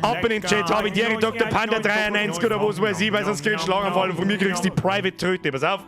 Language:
Bavarian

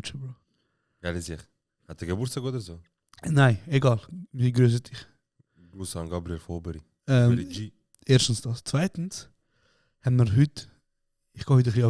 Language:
Swiss German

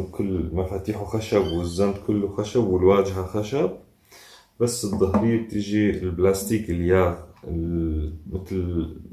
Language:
North Levantine Arabic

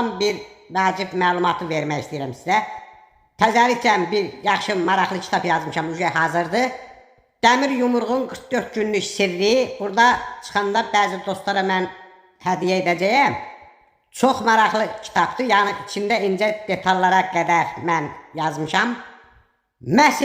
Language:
Azerbaijani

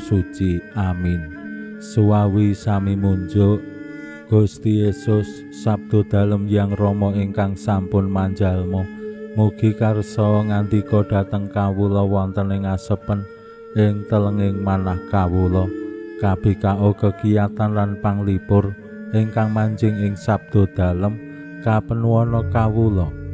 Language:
Javanese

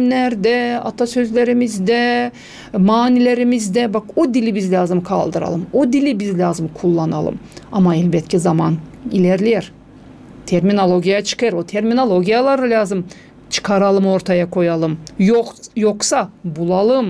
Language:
Gagauz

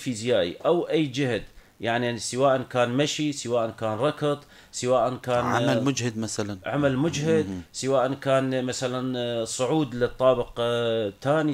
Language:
North Levantine Arabic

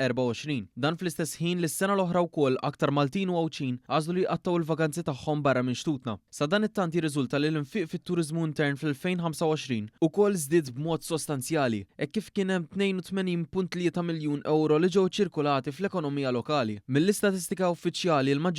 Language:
Maltese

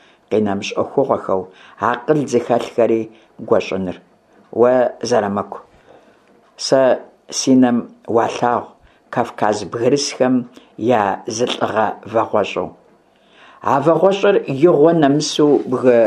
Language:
Kabardian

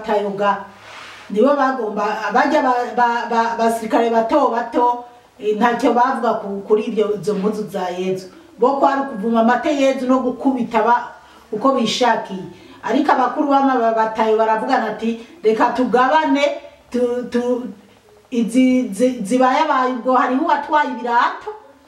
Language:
Rundi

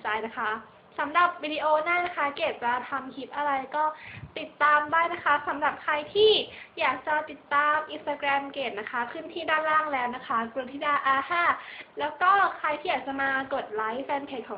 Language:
Thai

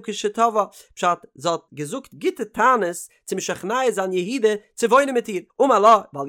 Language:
Yiddish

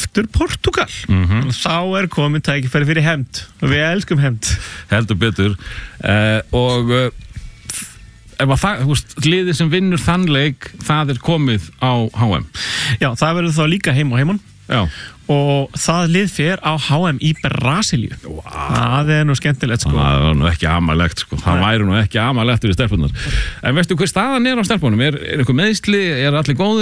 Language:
Icelandic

